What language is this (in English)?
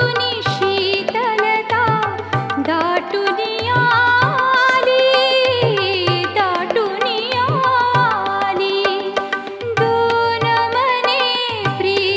Marathi